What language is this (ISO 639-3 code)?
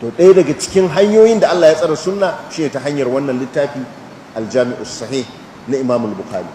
hau